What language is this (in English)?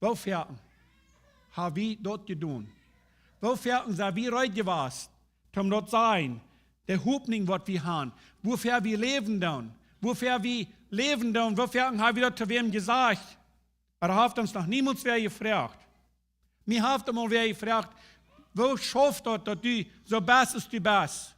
Plautdietsch